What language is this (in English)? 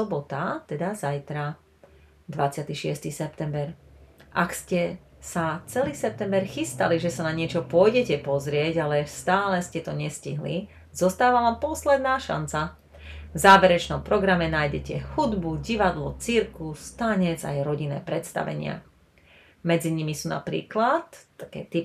Slovak